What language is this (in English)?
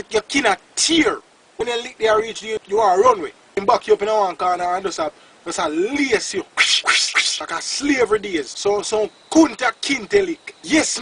Jamaican Creole English